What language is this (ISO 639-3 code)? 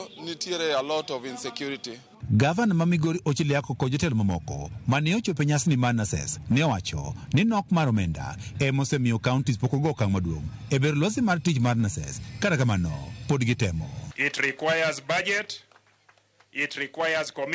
luo